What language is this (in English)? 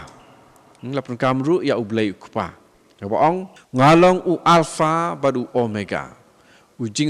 Khasi